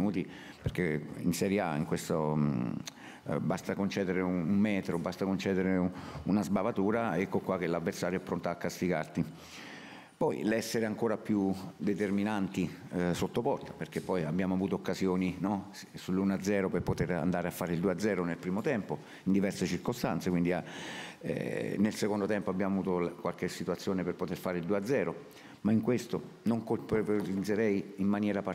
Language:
Italian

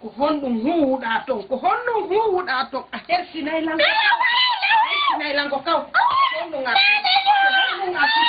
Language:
Fula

